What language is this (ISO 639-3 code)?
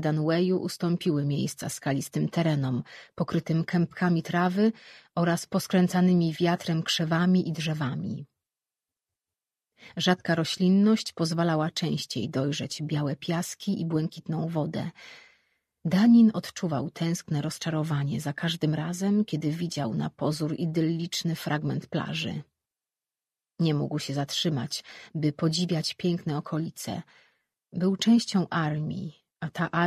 pol